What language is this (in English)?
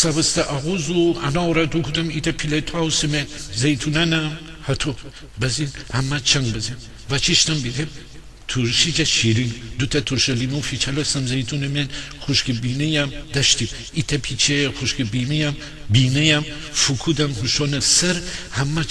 Gilaki